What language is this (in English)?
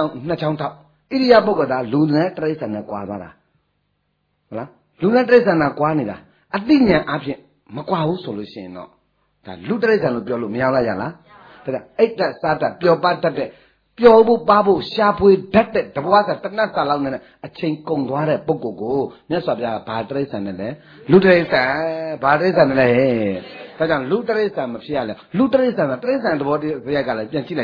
Burmese